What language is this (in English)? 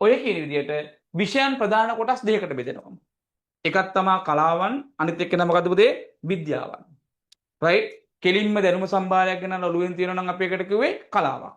Sinhala